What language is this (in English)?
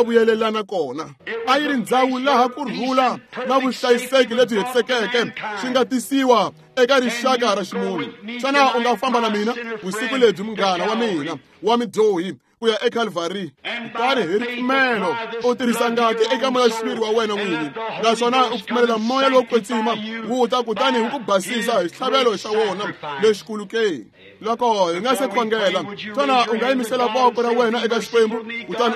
Tsonga